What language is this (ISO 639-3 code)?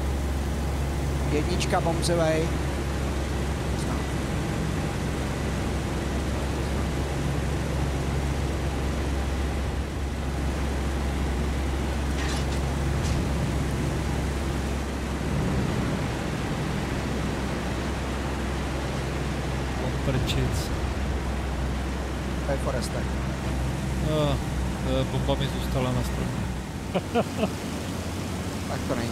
ces